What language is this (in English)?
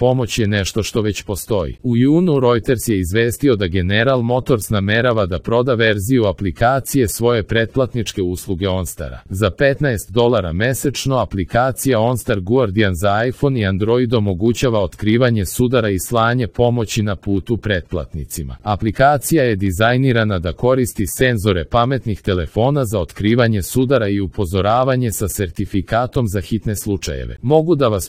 Serbian